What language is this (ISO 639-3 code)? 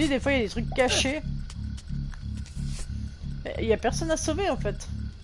fra